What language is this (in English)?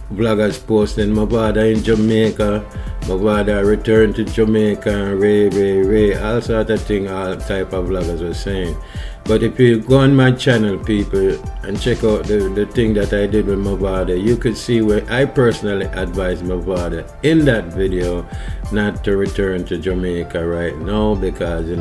Jamaican Creole English